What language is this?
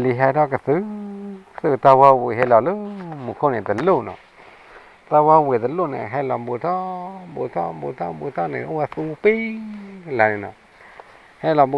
S'gaw Karen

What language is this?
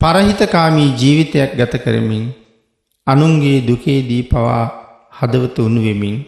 Sinhala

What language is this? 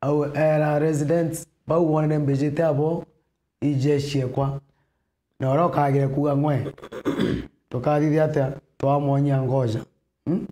Meru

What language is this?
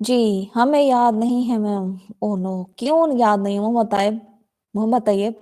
Saraiki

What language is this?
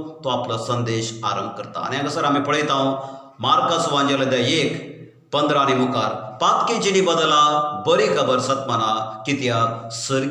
Konkani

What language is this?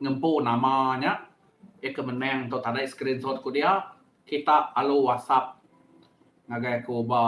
Iban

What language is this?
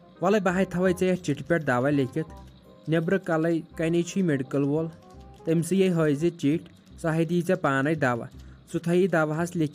Kashmiri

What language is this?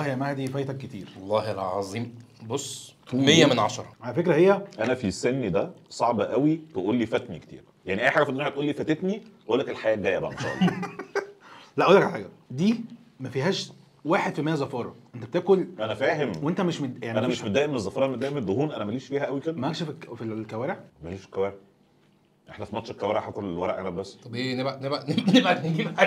Egyptian Arabic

